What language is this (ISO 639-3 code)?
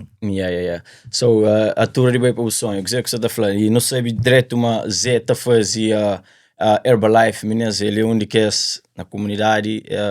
kea